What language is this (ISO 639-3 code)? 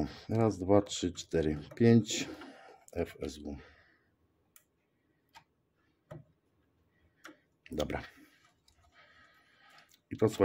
pol